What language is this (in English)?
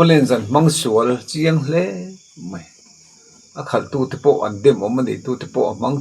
Mizo